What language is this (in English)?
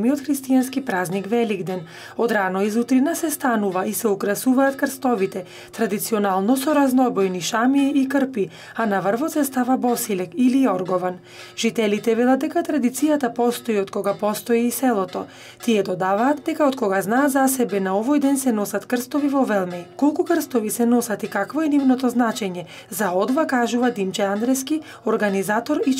Macedonian